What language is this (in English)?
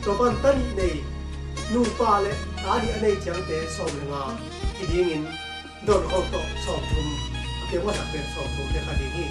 Tedim Chin